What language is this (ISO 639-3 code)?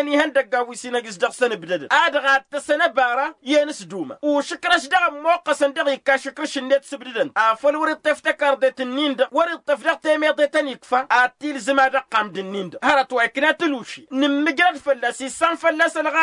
taq